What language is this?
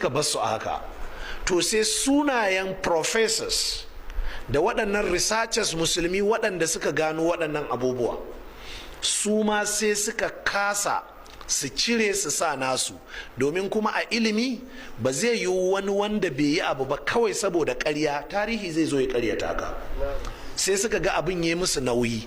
Hausa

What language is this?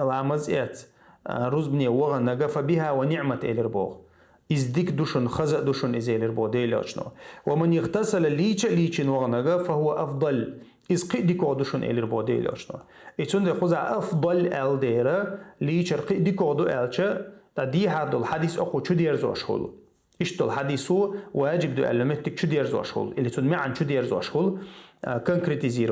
Chechen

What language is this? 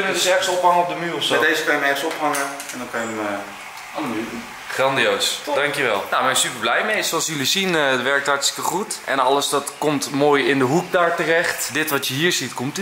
Dutch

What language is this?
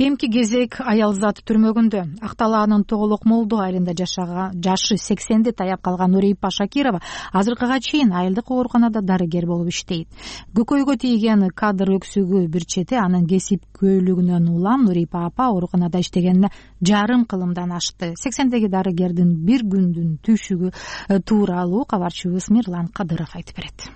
Kyrgyz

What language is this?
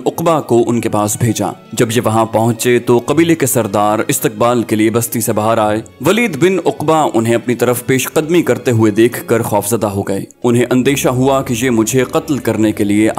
Urdu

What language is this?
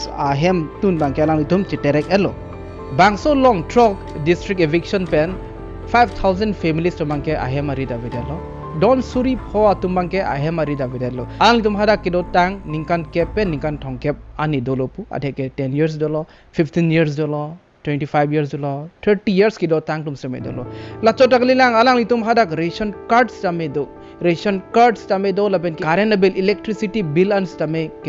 Karbi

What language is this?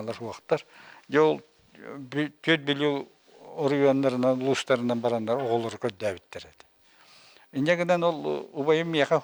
Yakut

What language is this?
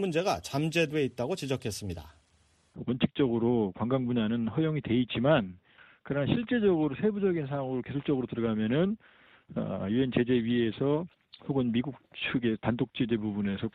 Korean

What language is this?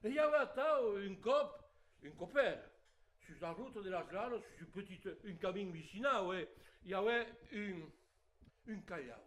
Occitan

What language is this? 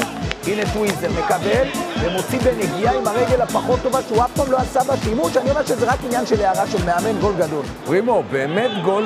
Hebrew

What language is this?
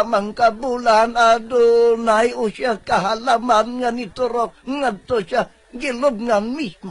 Cebuano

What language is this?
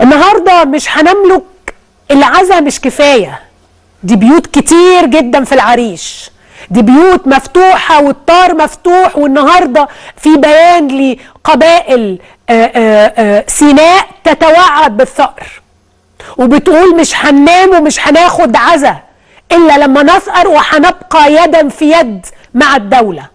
Egyptian Arabic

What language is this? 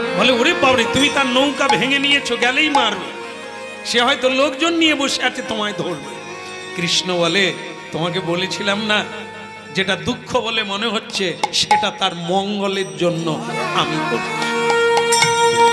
Bangla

